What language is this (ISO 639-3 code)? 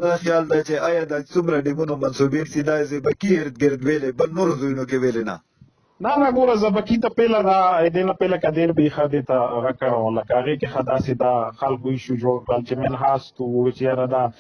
pus